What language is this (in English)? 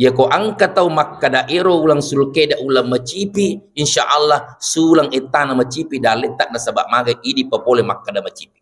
Buginese